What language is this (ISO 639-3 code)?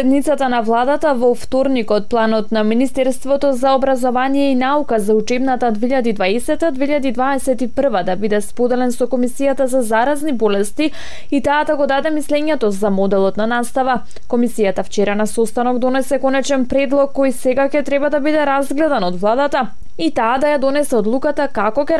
mkd